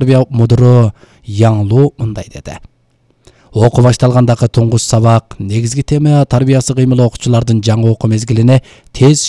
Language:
Kyrgyz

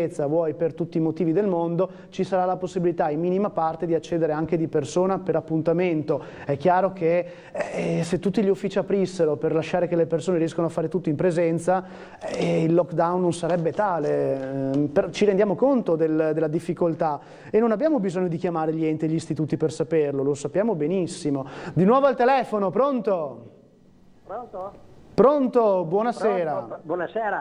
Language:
Italian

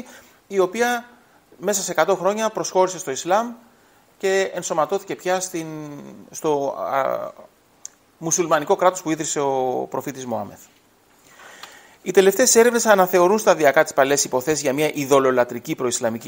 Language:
Greek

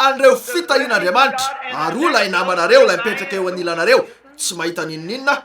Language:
Malagasy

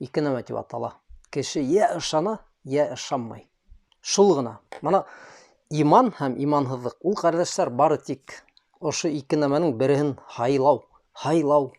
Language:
Bashkir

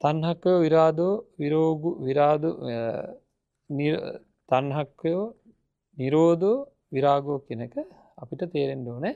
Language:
Sinhala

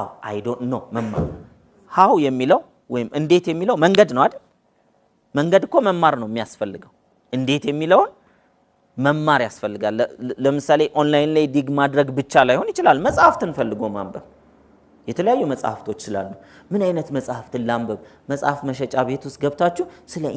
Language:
Amharic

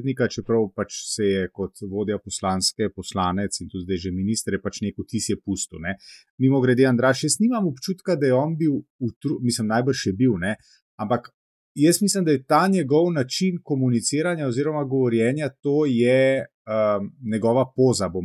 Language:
Slovenian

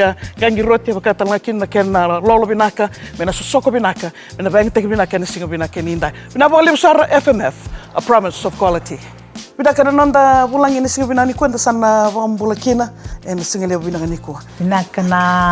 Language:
Fijian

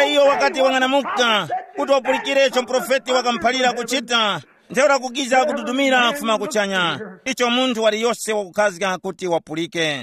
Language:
Tumbuka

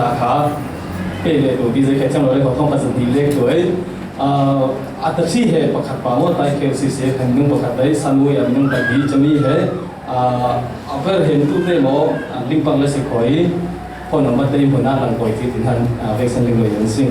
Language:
Falam Chin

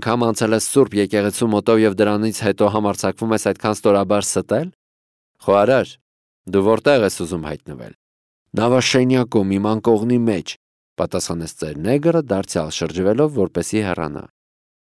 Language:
Armenian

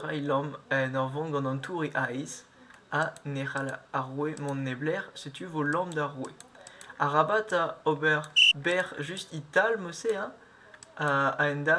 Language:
Breton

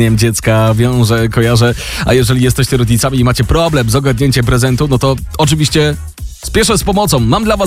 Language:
Polish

